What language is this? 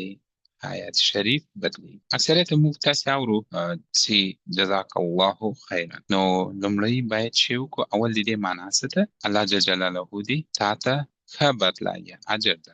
Pashto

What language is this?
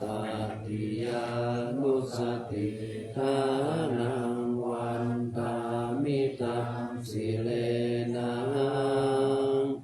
Pali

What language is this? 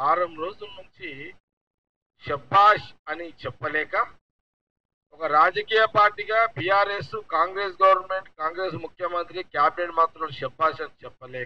Telugu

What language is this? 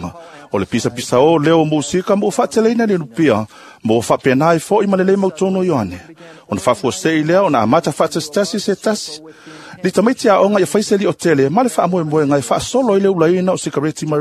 Samoan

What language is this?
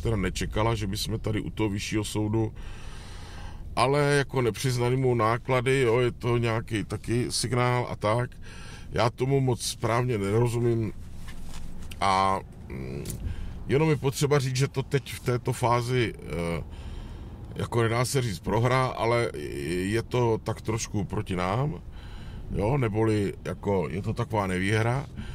Czech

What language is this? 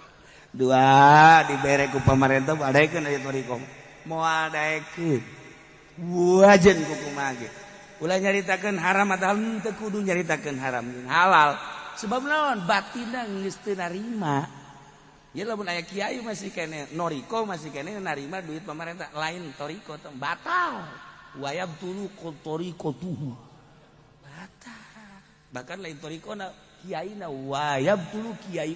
Sundanese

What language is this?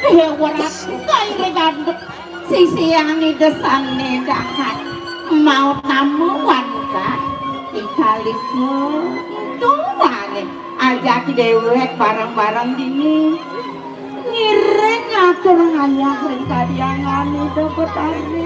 Balinese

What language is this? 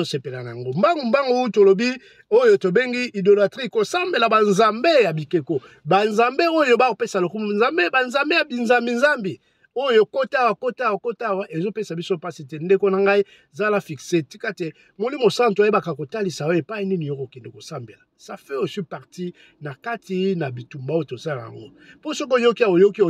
Lingala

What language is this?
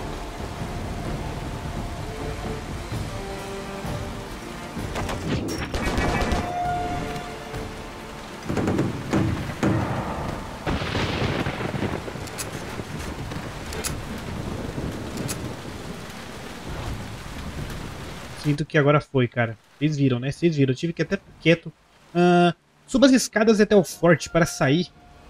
Portuguese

